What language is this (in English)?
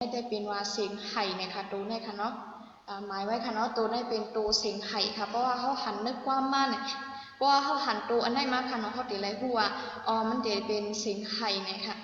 Shan